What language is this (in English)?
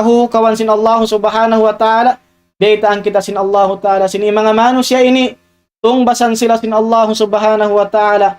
Tausug